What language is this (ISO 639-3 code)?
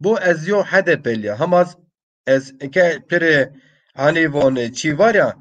zza